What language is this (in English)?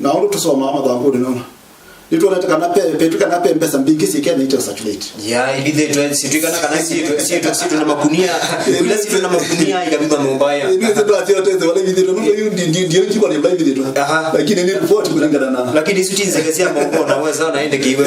Kamba